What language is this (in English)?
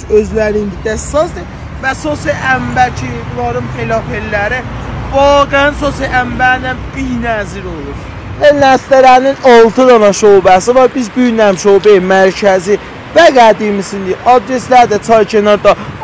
South Azerbaijani